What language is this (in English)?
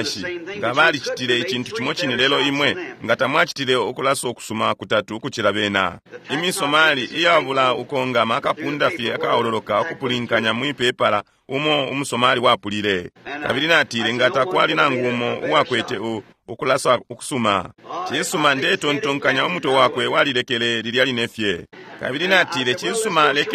Bemba